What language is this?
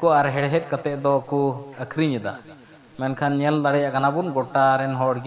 Santali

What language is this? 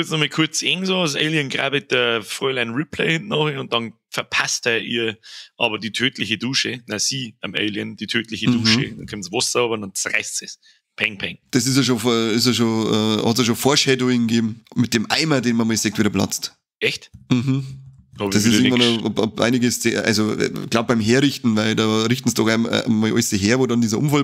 Bavarian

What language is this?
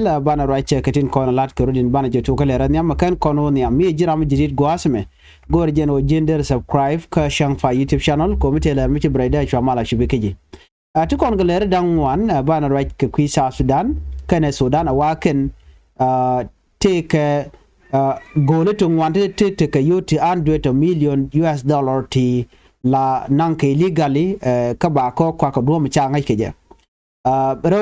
Nuer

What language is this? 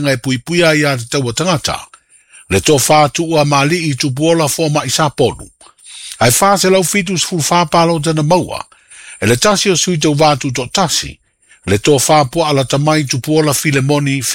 Samoan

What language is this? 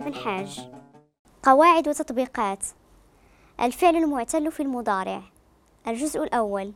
Moroccan Arabic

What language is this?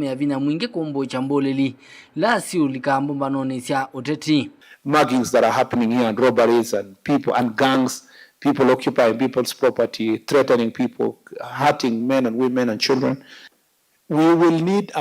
Kamba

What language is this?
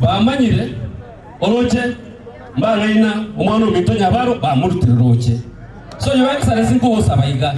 Gusii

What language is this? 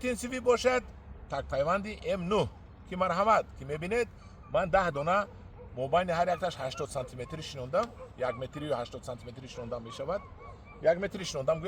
Tajik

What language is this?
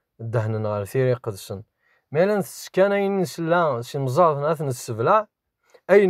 Kabyle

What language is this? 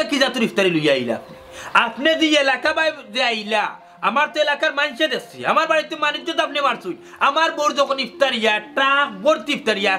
Sylheti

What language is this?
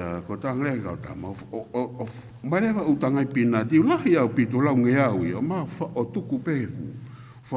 Tongan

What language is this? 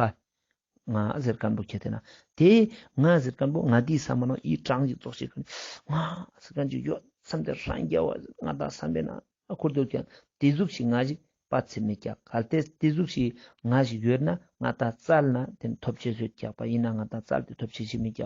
Ladakhi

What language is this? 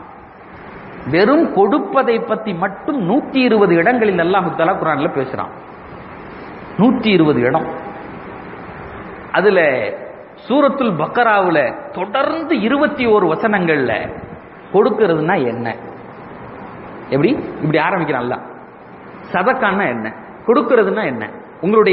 Tamil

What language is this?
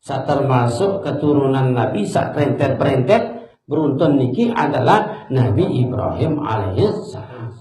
Sasak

